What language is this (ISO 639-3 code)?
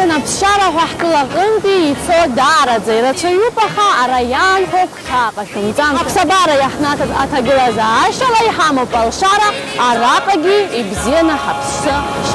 abk